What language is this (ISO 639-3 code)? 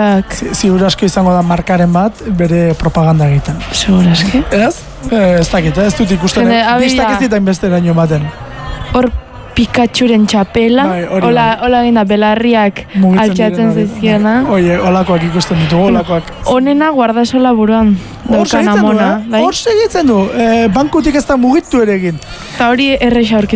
eus